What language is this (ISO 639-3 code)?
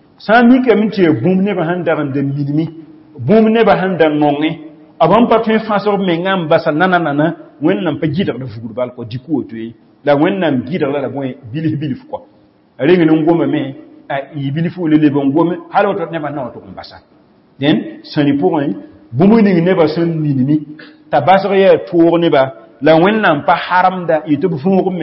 mos